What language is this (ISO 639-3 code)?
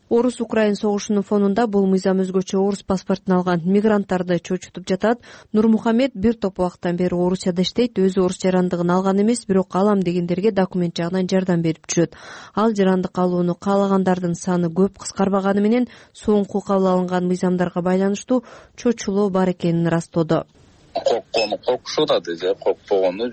kir